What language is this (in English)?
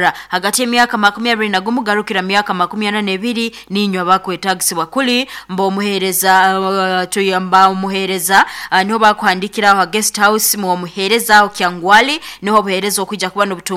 Nyoro